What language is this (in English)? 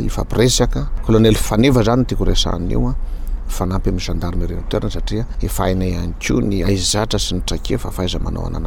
Malagasy